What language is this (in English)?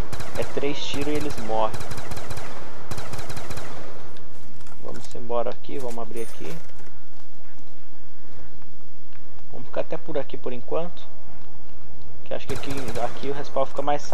Portuguese